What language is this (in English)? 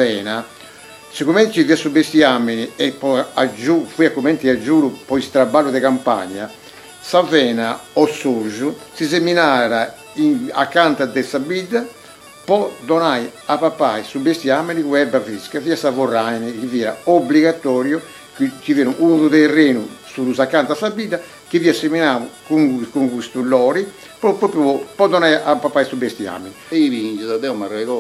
Sardinian